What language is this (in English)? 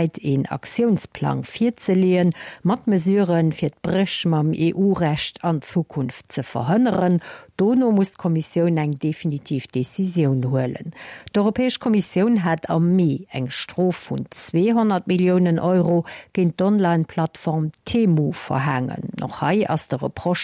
Luxembourgish